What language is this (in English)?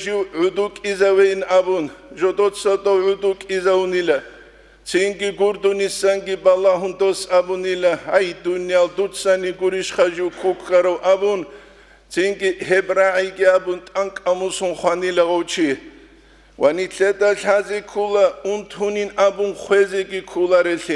Avaric